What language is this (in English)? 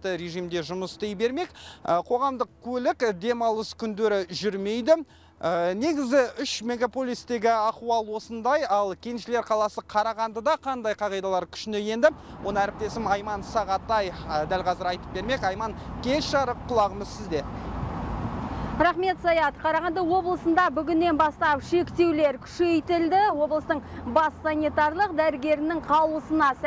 Kazakh